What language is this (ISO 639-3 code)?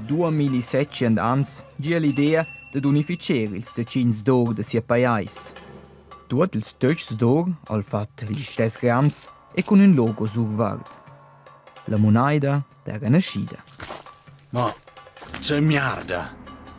roh